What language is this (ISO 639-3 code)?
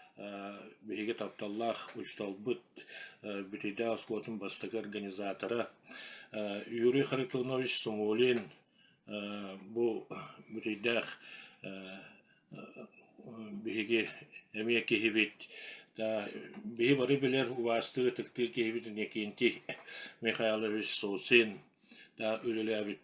sah